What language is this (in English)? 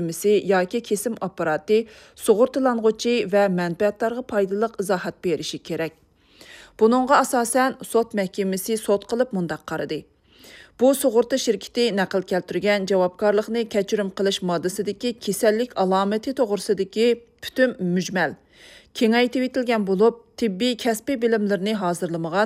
Uyghur